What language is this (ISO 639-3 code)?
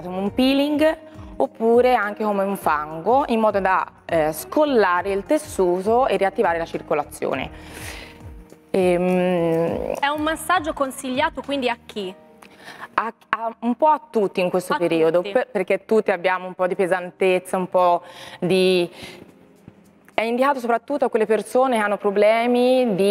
ita